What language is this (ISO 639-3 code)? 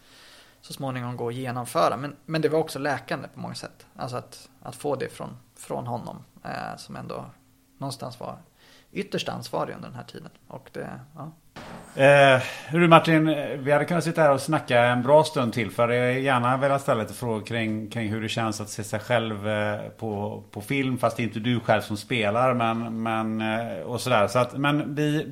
swe